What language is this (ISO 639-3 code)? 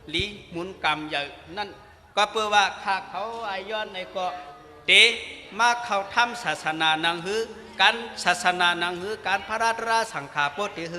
shn